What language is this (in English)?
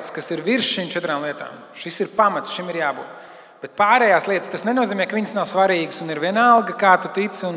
Latvian